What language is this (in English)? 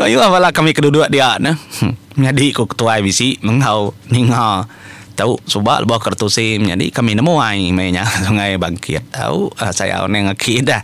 Iban